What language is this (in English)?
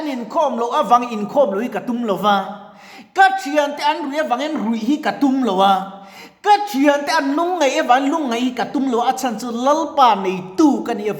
Mizo